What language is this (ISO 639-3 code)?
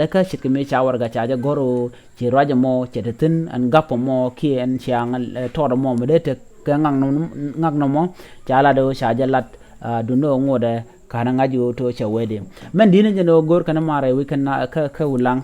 nus